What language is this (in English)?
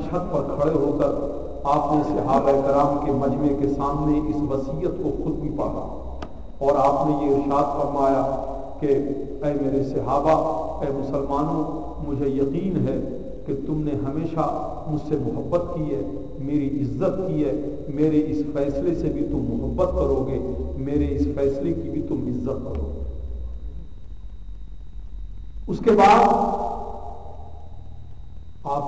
Urdu